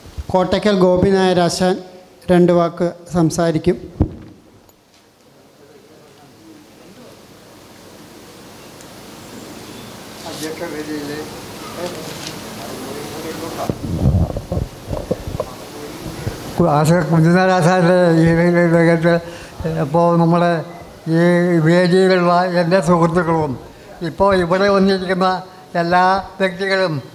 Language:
Malayalam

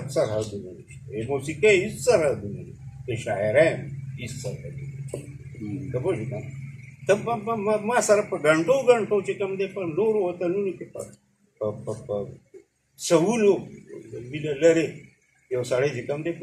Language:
Pashto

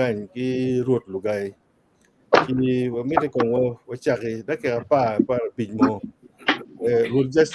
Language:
Acoli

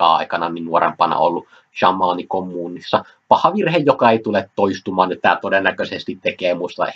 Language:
Finnish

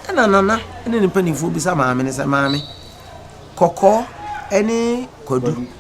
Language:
Akan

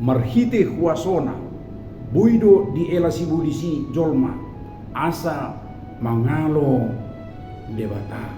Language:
Batak Toba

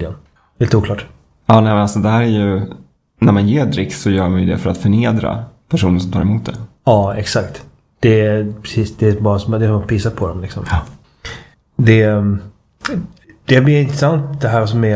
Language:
Swedish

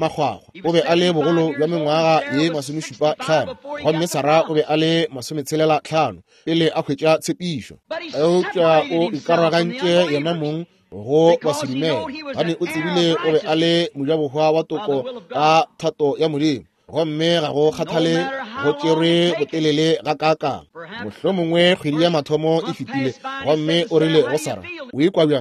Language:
Northern Sotho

